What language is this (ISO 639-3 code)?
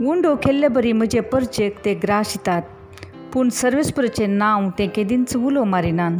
kok